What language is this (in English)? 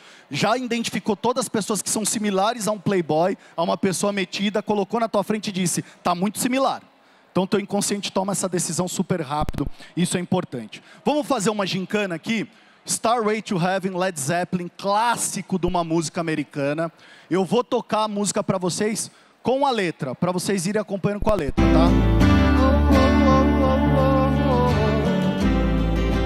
Portuguese